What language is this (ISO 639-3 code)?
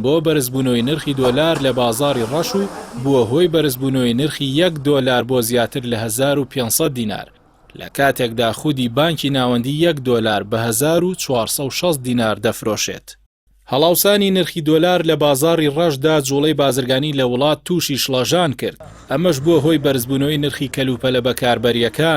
ckb